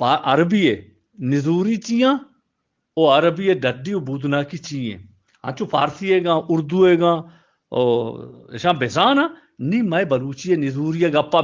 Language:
Eastern Balochi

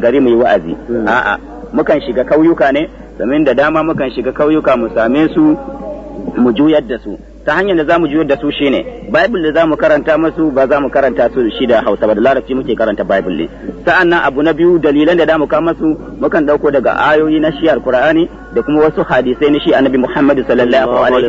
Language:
Hausa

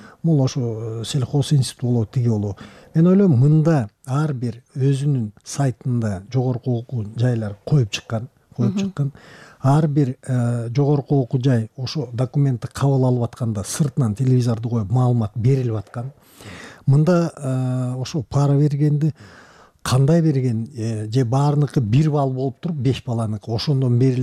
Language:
Kyrgyz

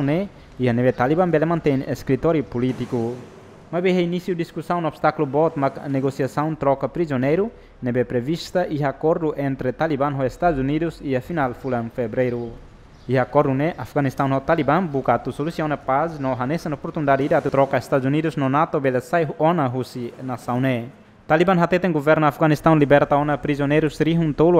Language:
Tetum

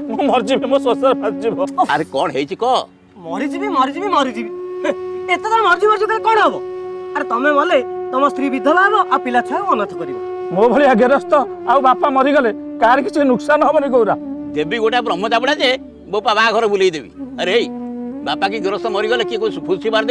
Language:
Odia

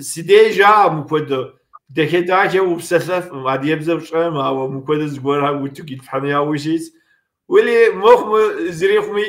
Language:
Kabardian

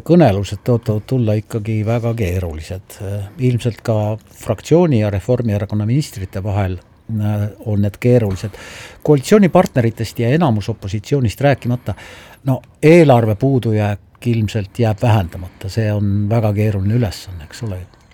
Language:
Estonian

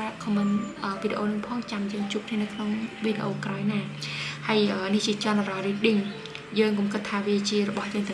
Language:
Khmer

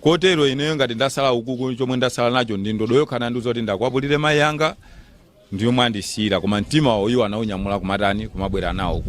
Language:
Nyanja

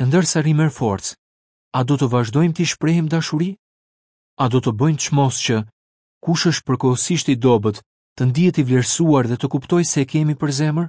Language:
Albanian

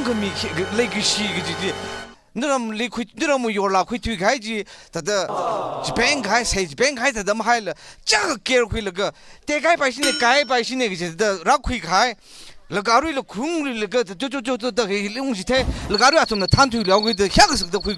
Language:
Tangkhul Naga (India)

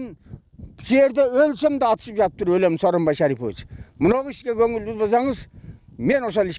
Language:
Kyrgyz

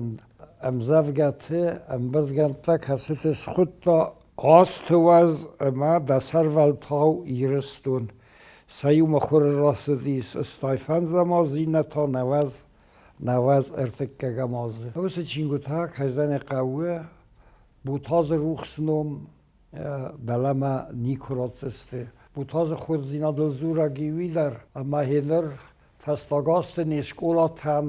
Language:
Ossetic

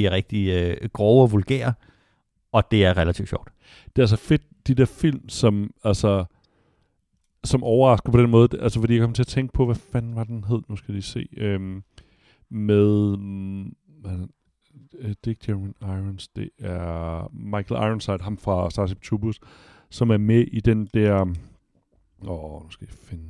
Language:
Danish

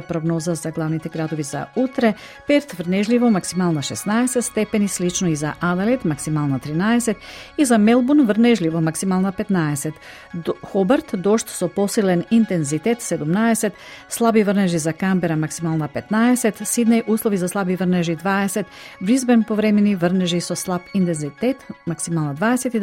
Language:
Macedonian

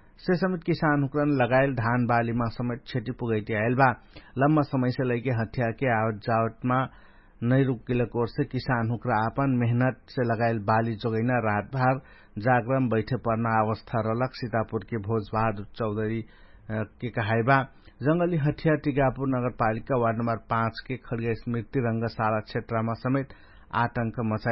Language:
Dangaura Tharu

